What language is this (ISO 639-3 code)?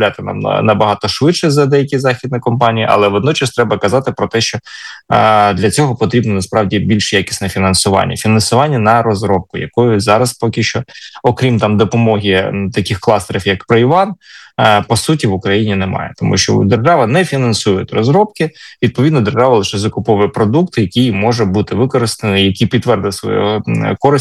ukr